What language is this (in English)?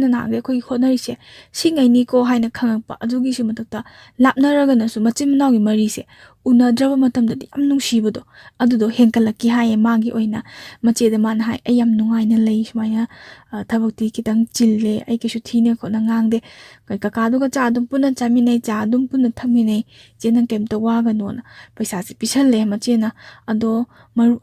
Manipuri